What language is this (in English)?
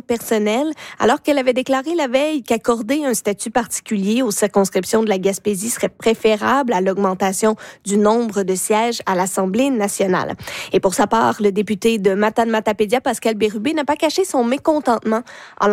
French